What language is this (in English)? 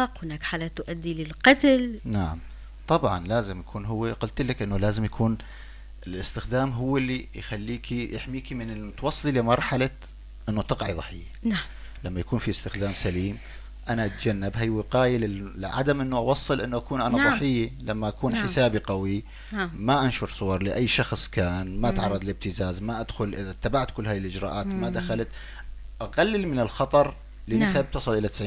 North Levantine Arabic